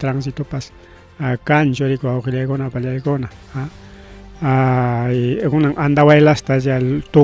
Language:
Ayacucho Quechua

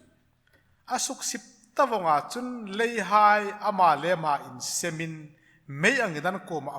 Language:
Hmar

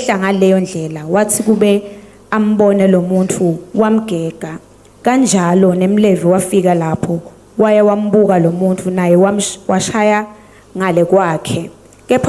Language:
Swati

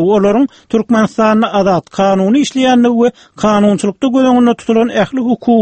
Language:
Turkmen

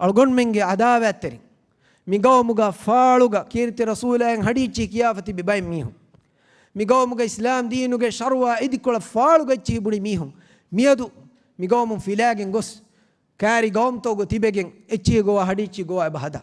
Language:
Divehi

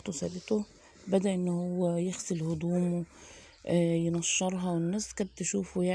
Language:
Egyptian Arabic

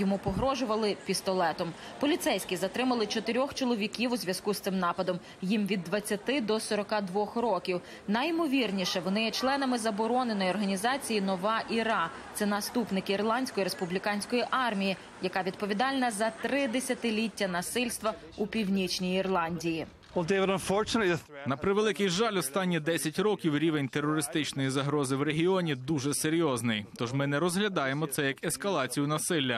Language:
Ukrainian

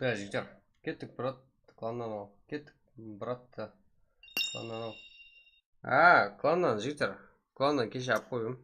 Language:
Kara-Kalpak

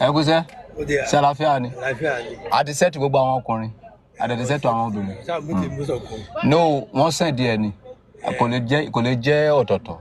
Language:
Yoruba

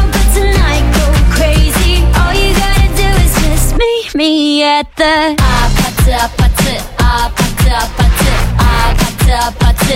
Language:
Portuguese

